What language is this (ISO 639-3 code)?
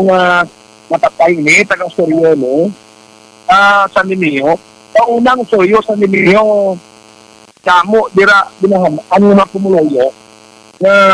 hil